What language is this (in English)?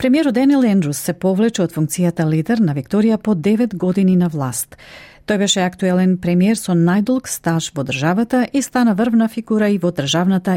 Macedonian